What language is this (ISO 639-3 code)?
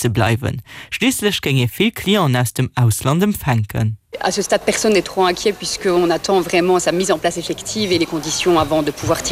ltz